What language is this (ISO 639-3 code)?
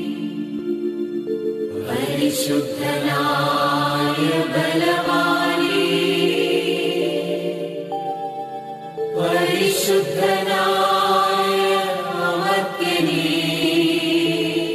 mal